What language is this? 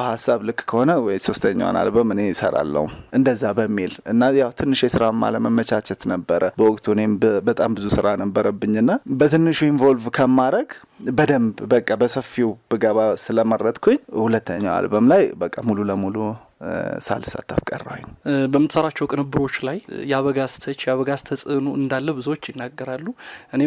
Amharic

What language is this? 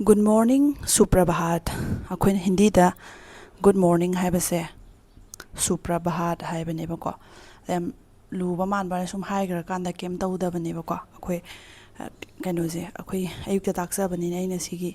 Manipuri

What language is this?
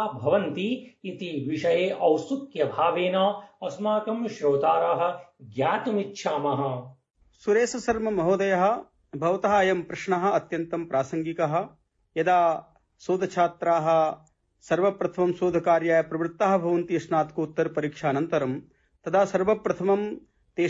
Sanskrit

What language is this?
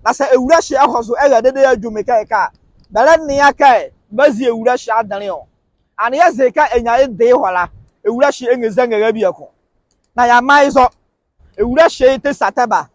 Nzima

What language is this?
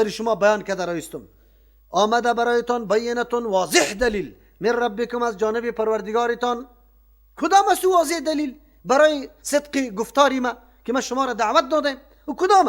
Persian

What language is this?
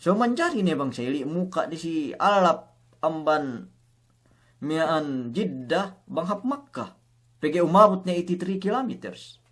Yakan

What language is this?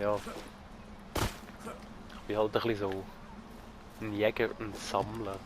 Swiss German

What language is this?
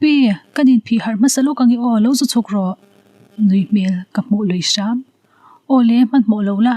Mizo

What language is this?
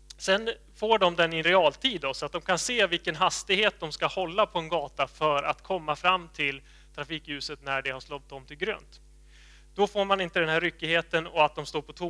Swedish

